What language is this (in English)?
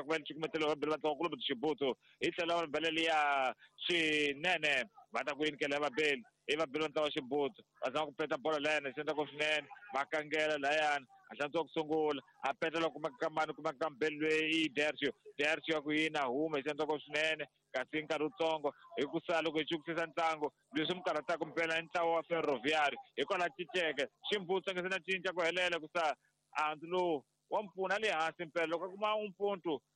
Tsonga